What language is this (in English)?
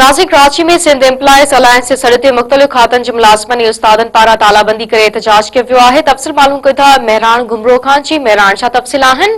Sindhi